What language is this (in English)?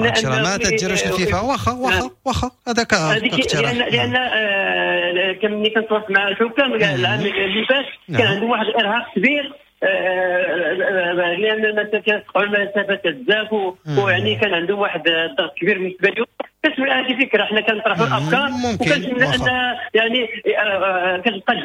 Moroccan Arabic